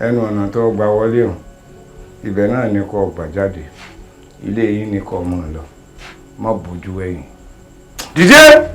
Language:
Yoruba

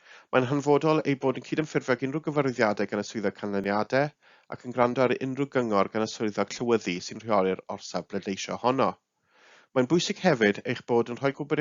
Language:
Welsh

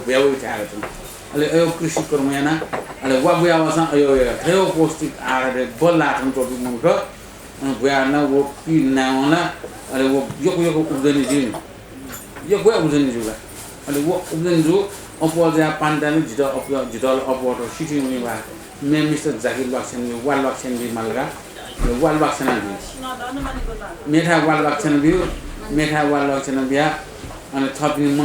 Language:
Newari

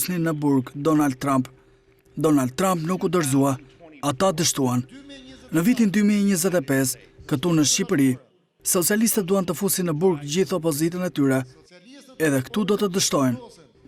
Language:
Albanian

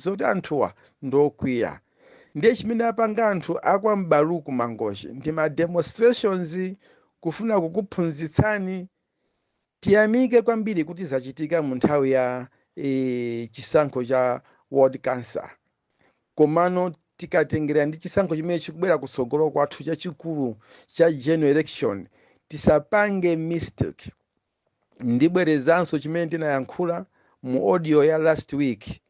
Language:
Nyanja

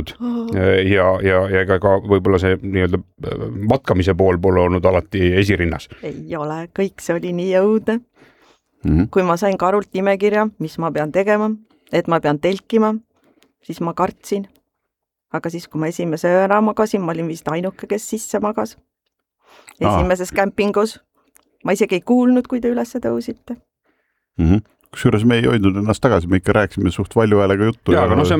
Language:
Estonian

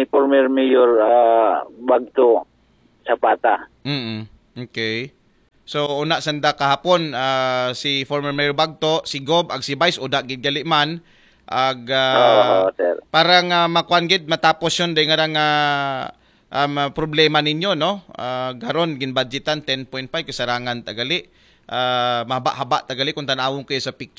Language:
Aklanon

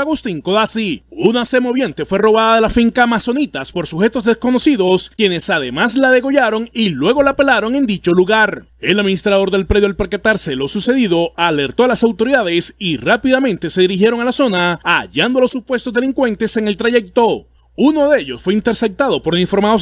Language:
Spanish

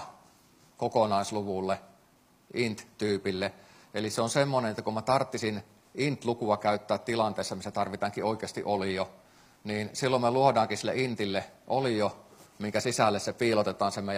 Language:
Finnish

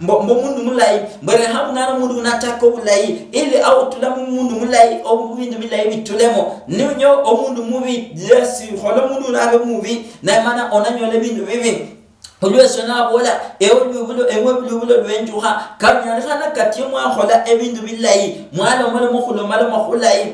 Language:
Luyia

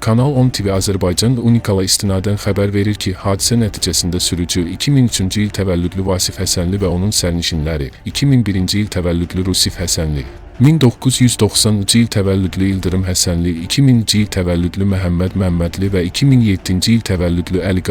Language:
Azerbaijani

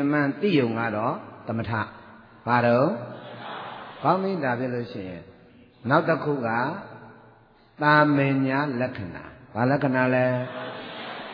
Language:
Burmese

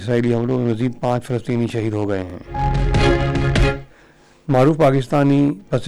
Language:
Urdu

